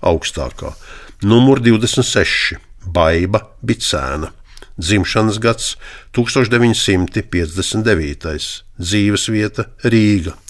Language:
Latvian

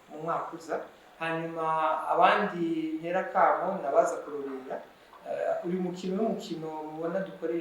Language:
Rundi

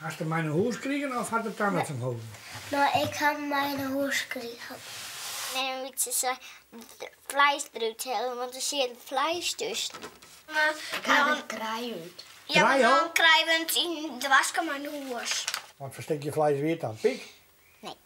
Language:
Western Frisian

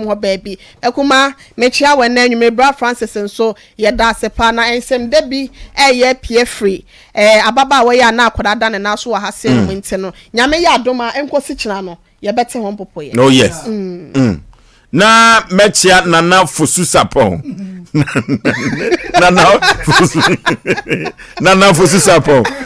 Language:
Akan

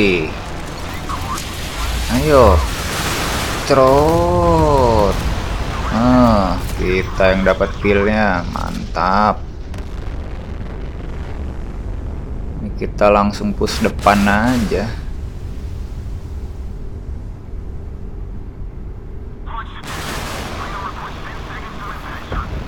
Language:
Indonesian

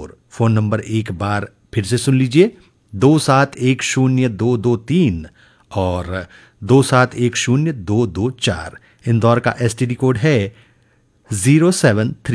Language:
Hindi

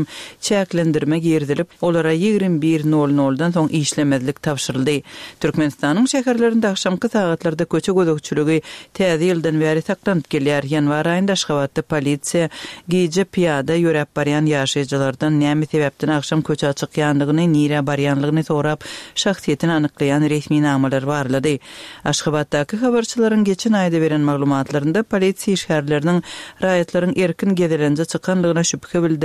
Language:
Turkmen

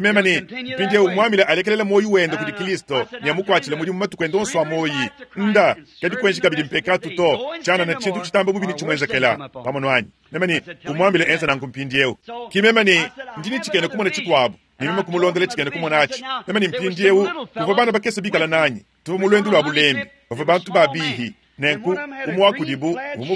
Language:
Luba-Lulua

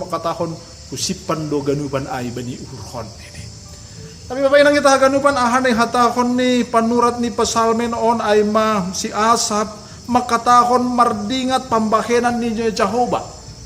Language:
Batak Simalungun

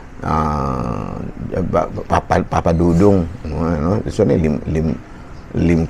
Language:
Cebuano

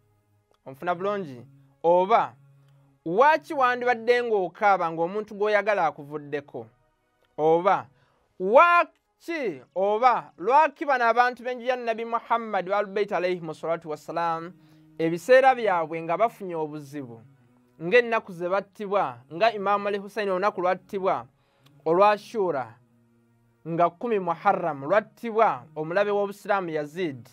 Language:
Ganda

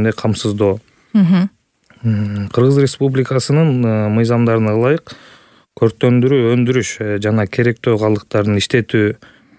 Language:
Kyrgyz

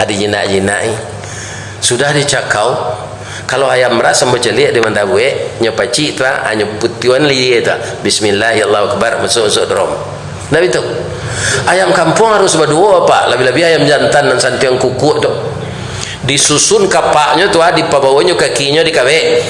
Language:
Minangkabau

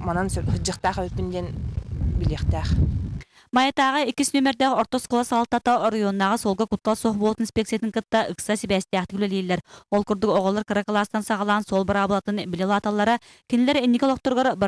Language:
Yakut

